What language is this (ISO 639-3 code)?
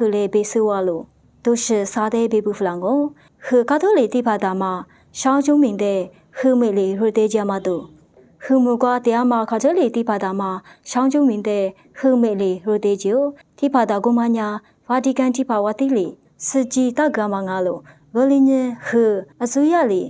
lis